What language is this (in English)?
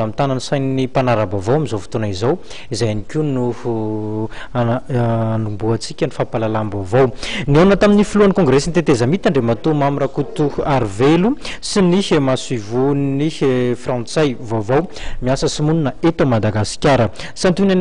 Malagasy